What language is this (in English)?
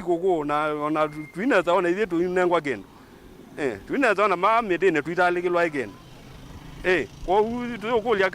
Kamba